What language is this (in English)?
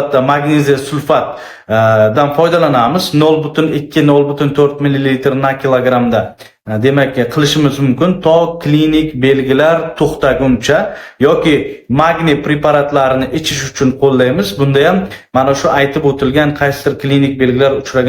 Uzbek